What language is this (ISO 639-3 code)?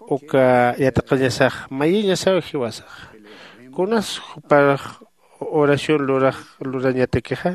aym